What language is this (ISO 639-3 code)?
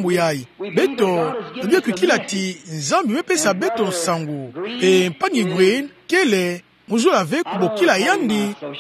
ktu